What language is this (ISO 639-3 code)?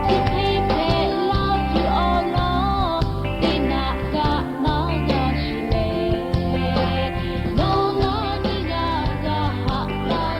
lhu